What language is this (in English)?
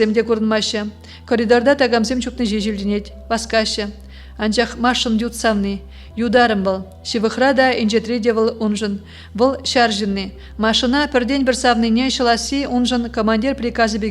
Chuvash